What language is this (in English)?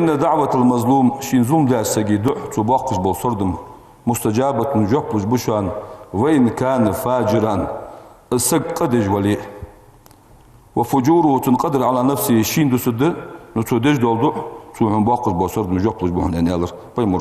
Ingush